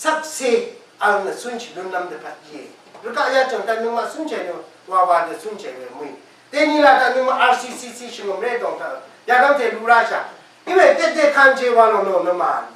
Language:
Rawang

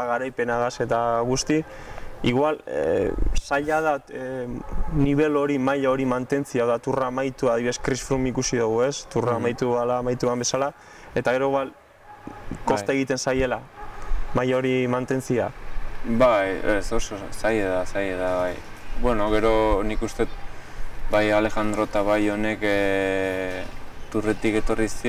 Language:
Basque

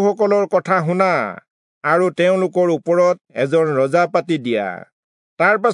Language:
Assamese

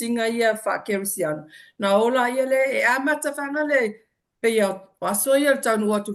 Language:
Samoan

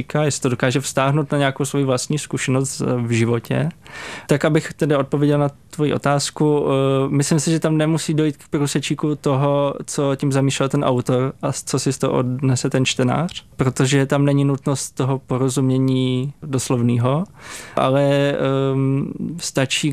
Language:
Czech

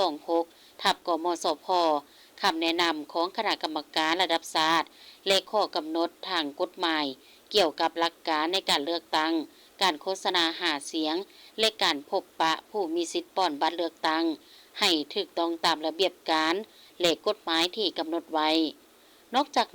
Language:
Lao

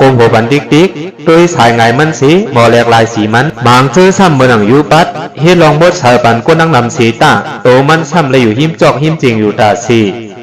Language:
Shan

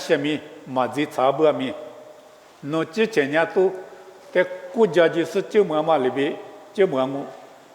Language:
Lisu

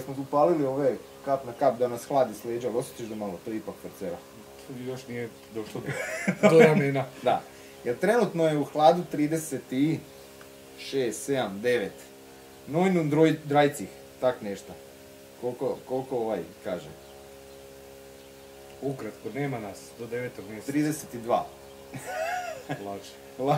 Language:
Croatian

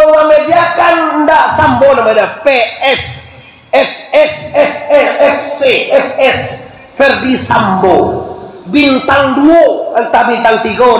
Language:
Minangkabau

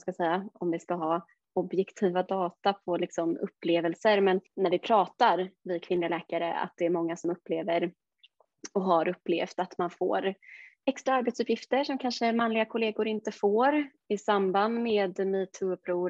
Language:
Swedish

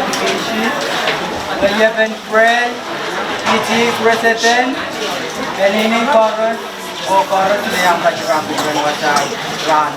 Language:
Pohnpeian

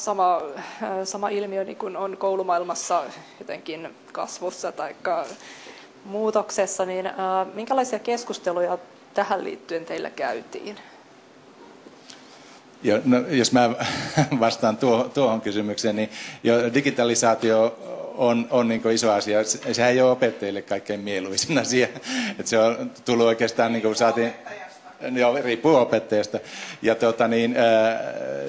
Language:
Finnish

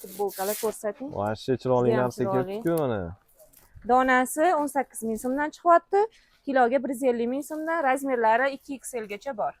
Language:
Uzbek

